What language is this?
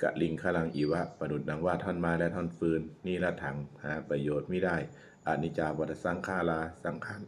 Pali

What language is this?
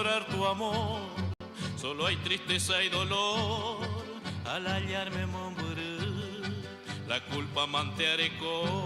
Guarani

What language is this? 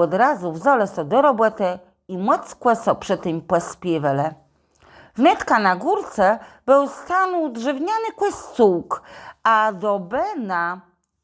Kashubian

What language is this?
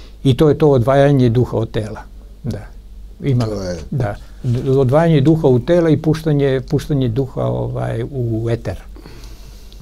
Serbian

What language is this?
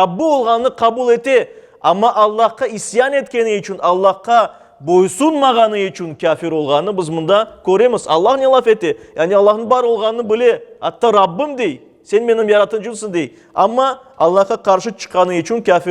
Crimean Tatar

